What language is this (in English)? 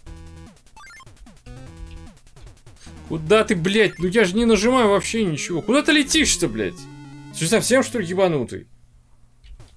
Russian